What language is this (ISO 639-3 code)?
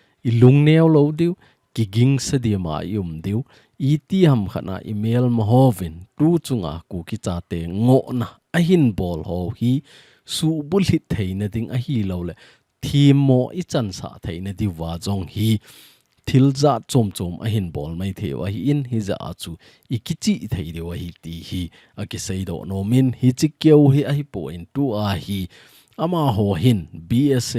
tcz